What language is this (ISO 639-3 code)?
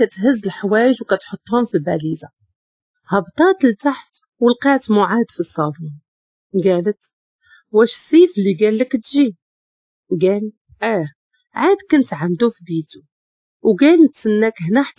ary